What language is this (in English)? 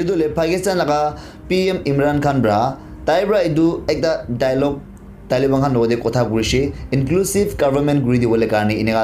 Naga Pidgin